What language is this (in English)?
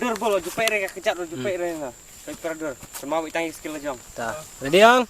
Khasi